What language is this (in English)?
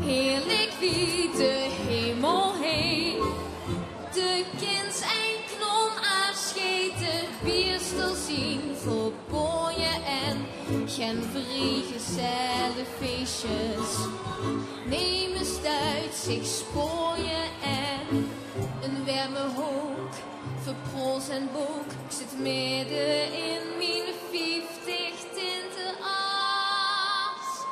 Limburgish